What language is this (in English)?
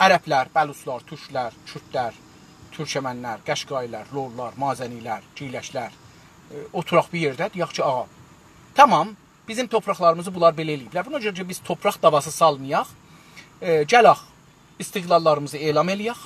South Azerbaijani